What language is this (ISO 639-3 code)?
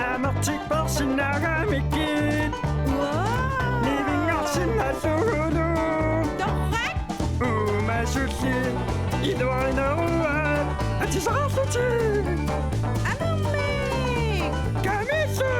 kal